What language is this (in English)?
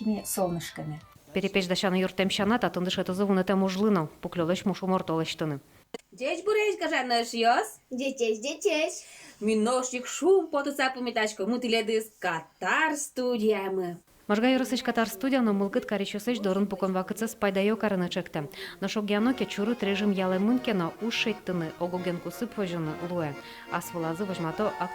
Udmurt